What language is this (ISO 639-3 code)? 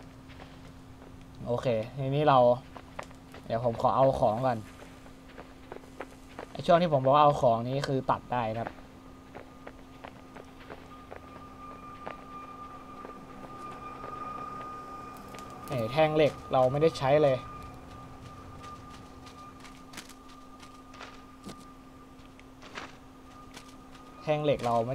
tha